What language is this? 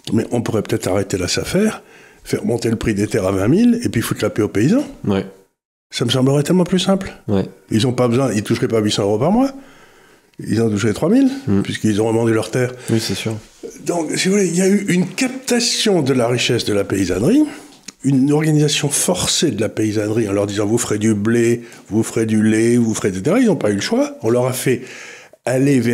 French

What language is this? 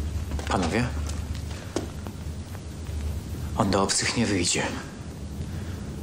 Polish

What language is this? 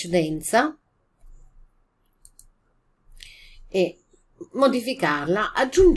Italian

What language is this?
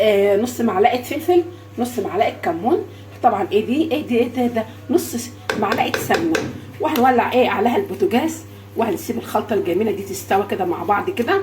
Egyptian Arabic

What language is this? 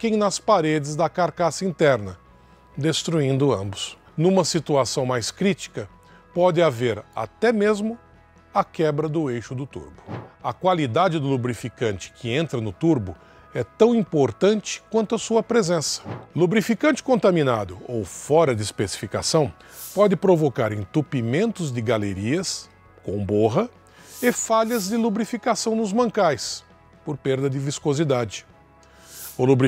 Portuguese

